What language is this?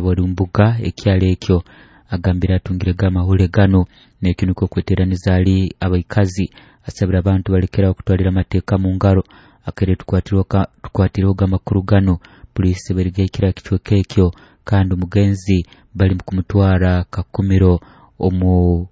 Nyoro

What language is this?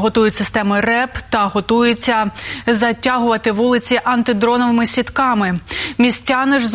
Ukrainian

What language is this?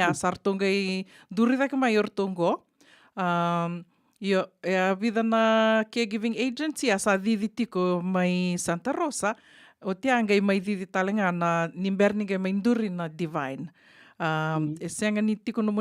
Fijian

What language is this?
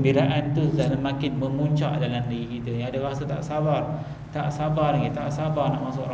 Malay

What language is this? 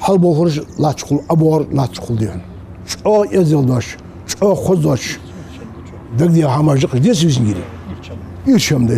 Ingush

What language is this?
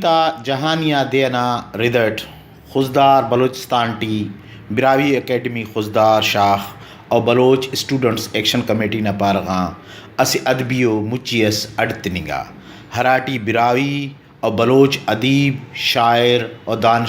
Brahui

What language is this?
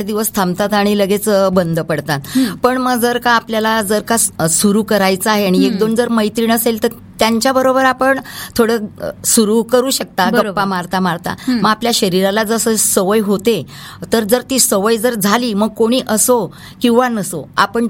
Marathi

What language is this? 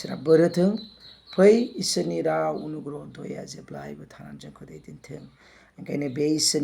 Bodo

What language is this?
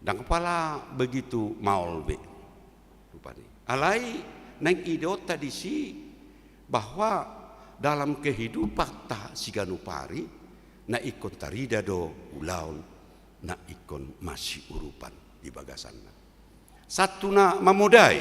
Batak Toba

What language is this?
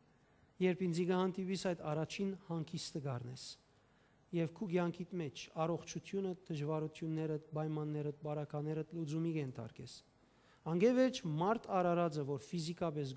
Western Armenian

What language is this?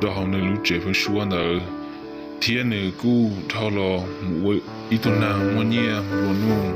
Hmong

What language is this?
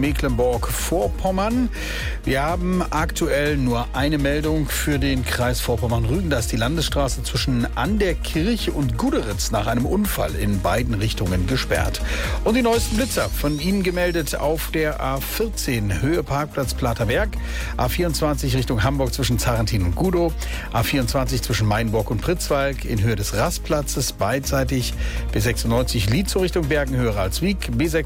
German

